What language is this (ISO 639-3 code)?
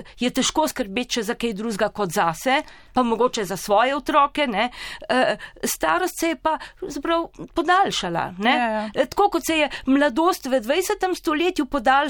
slv